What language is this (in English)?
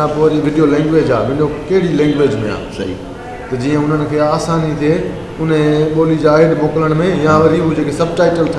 Sindhi